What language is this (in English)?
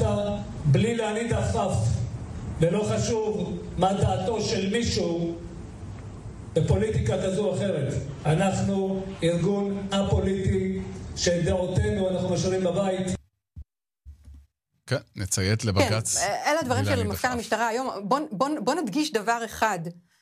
Hebrew